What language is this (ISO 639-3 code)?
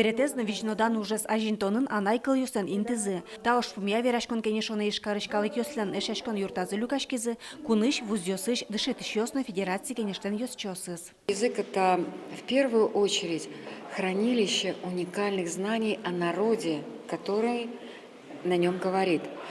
udm